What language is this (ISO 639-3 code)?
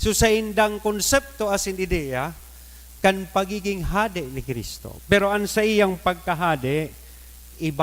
bik